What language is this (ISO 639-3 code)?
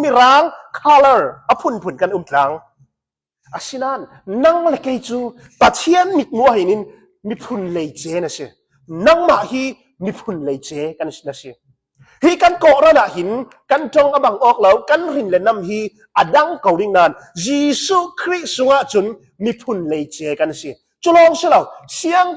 cnh